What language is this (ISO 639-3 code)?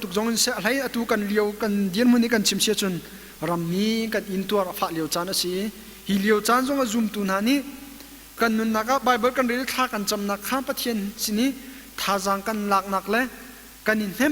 cnh